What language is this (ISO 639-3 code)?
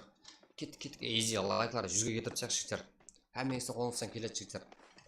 kaa